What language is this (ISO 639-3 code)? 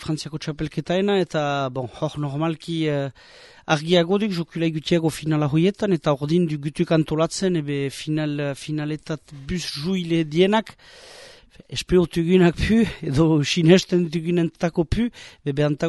eus